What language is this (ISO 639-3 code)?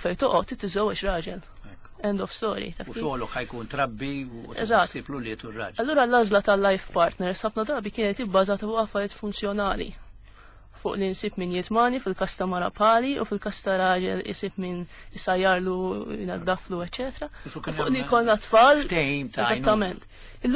mlt